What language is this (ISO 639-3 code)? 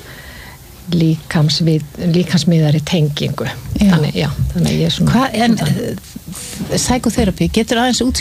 isl